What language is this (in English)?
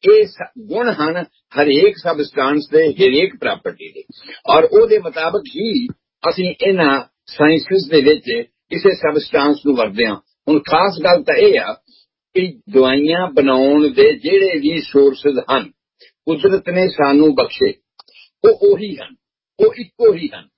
Punjabi